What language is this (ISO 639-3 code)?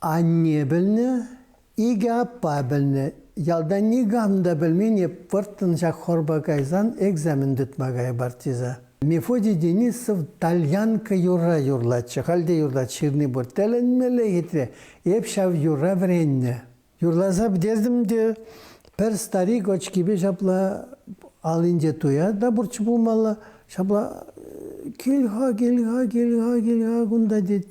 chv